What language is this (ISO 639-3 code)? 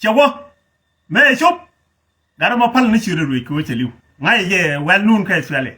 nus